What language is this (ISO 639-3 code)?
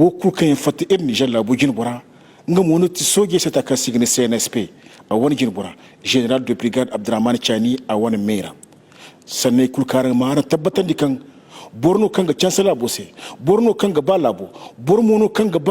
dje